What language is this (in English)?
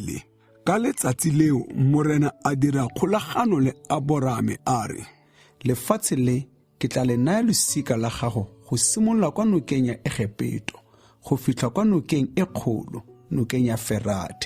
Tswana